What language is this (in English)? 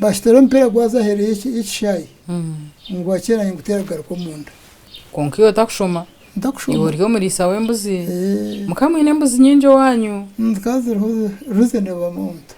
Nyankole